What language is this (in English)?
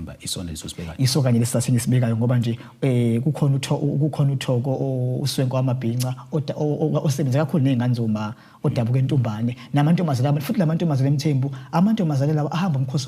Zulu